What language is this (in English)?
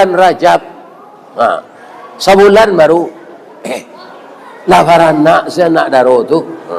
Minangkabau